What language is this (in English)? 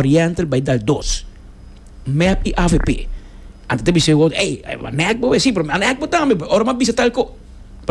Papiamento